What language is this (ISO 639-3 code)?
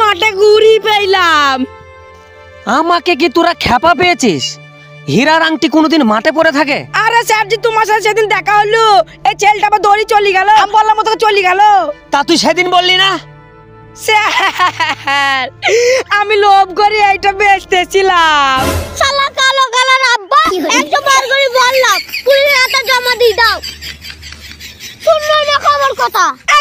ben